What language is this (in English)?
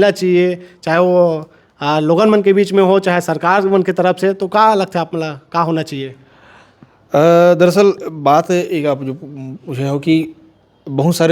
Chhattisgarhi